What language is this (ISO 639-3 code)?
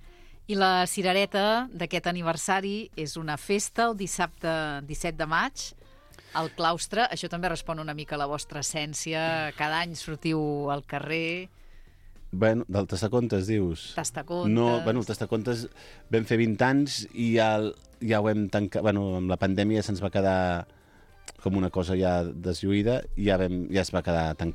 cat